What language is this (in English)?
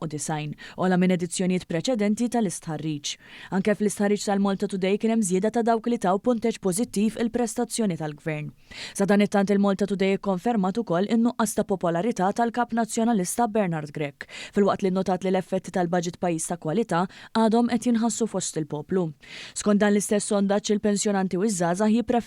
Maltese